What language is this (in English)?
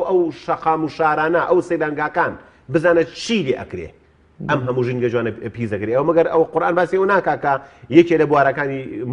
Central Kurdish